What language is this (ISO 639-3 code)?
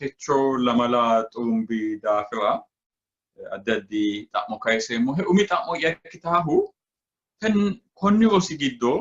sid